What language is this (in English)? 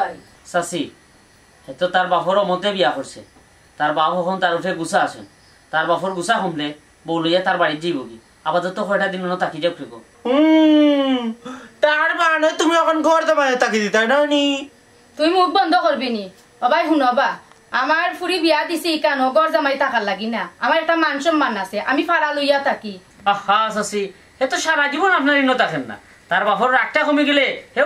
Sylheti